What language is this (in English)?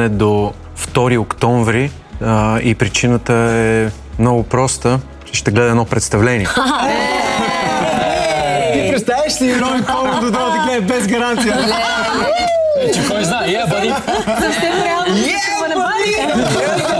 Bulgarian